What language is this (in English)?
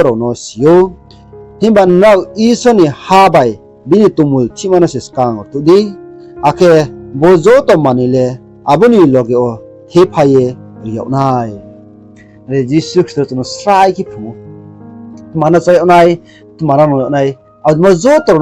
Riang (India)